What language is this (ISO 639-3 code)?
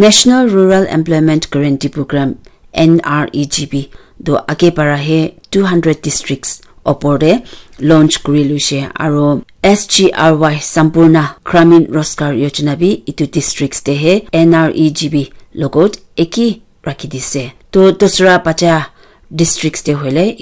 nag